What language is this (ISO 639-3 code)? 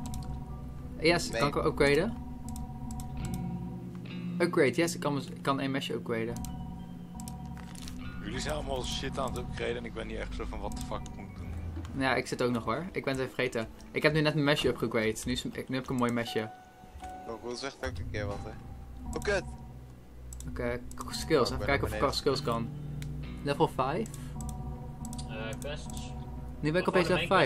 nld